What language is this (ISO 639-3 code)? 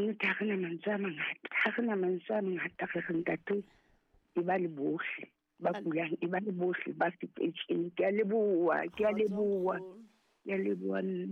sot